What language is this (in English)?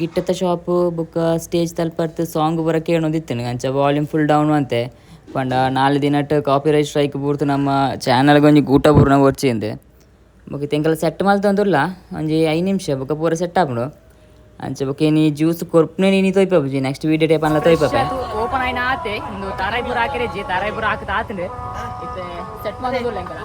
Tulu